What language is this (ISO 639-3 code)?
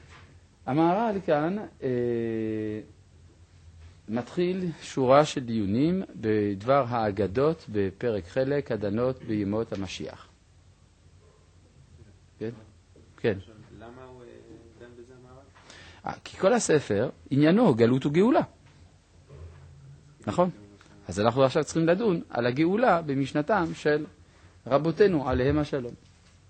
heb